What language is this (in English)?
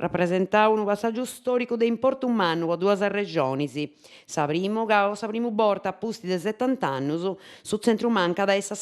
Sardinian